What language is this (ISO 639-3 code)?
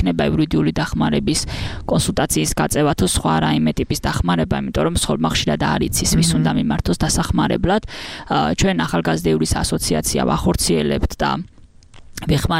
kat